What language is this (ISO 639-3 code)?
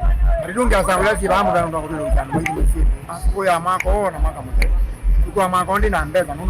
kam